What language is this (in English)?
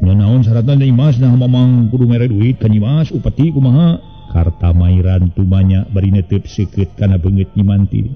Sundanese